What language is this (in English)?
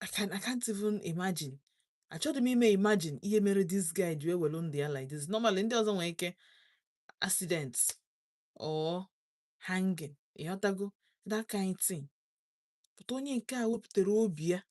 Igbo